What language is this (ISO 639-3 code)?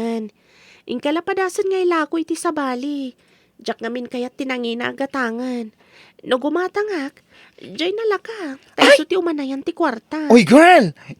ilo